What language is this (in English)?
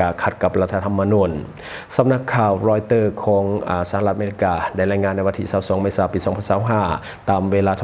Lao